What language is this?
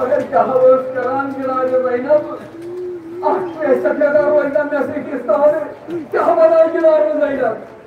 Kashmiri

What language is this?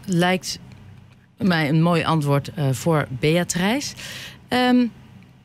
Dutch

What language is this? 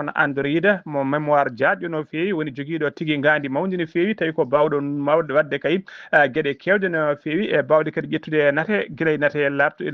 Fula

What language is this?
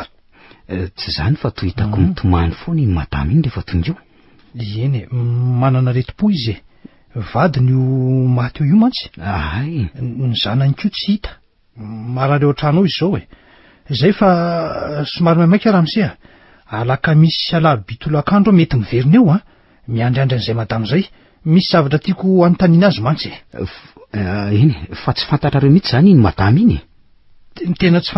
Malagasy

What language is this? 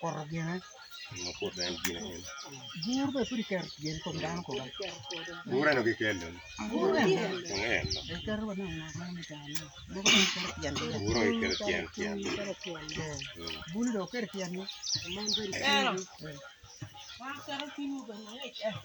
Acoli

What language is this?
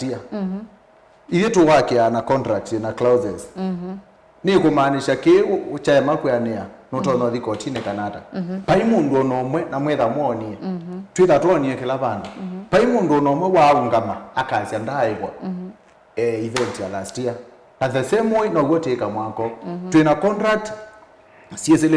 Kamba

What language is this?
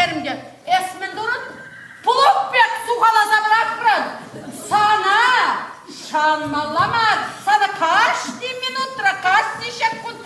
Chuvash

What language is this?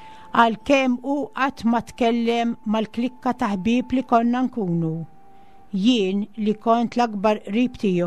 Maltese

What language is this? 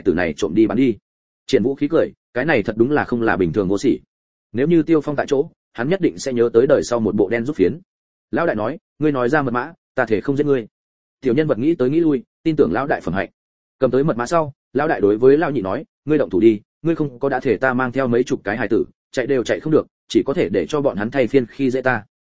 Vietnamese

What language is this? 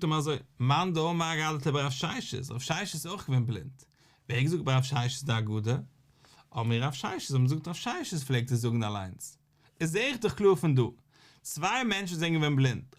Yiddish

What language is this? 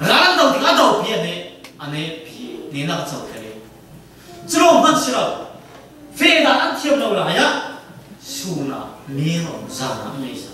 Falam Chin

